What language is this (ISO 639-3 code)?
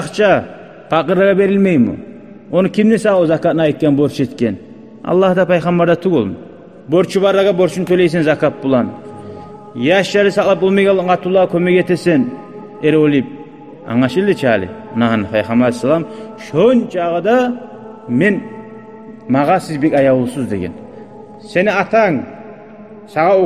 kum